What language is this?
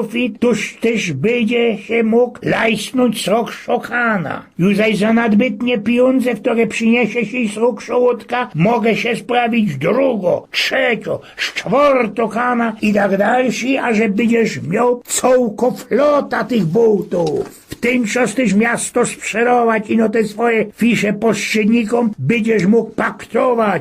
Silesian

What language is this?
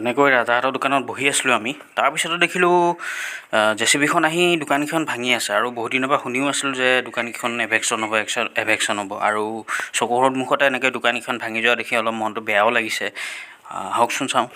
Assamese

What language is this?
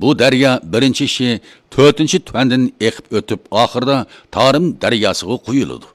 Uyghur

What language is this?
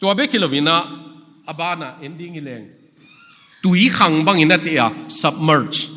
Tedim Chin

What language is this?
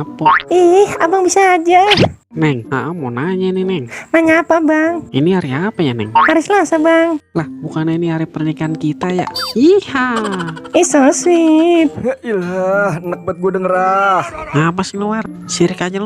Betawi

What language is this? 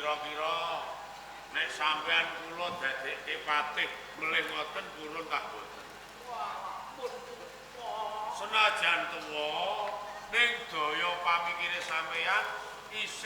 Javanese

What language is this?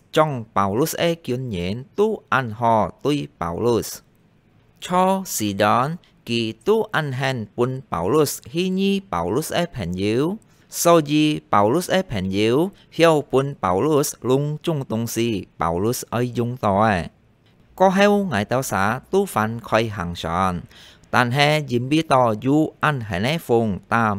Hakka Chinese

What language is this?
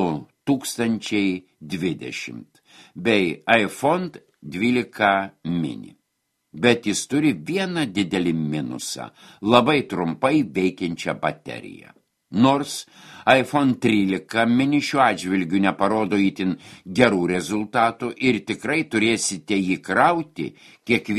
Lithuanian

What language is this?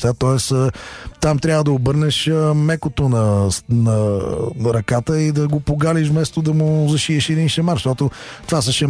Bulgarian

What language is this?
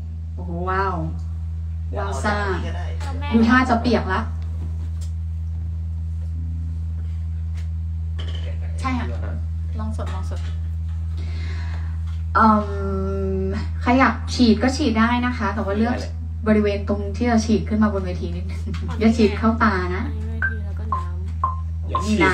Thai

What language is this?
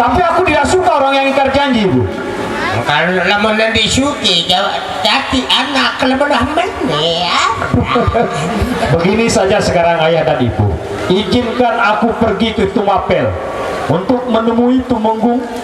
Sasak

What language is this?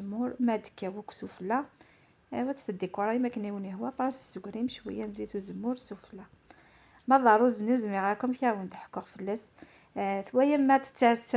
Kabyle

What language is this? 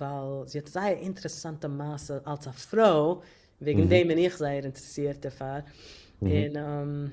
Yiddish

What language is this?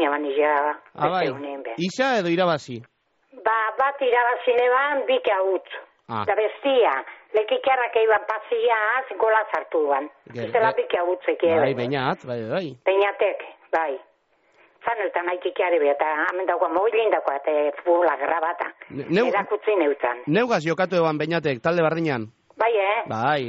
Basque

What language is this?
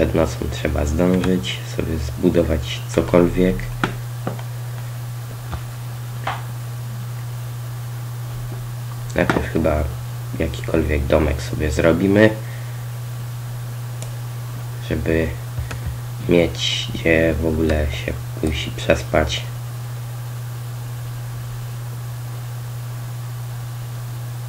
Polish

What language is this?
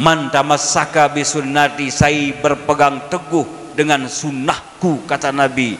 Sasak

